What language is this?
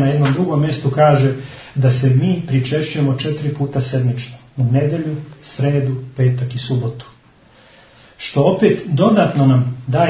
Serbian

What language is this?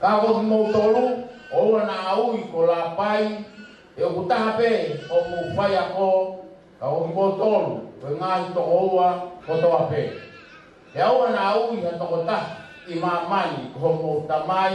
Tongan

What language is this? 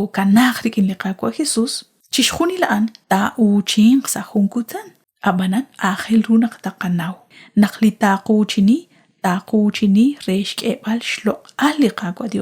Kekchí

